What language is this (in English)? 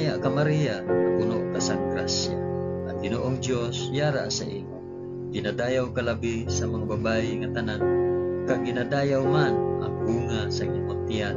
Hiligaynon